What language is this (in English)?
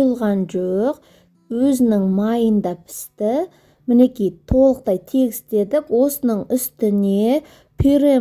Kazakh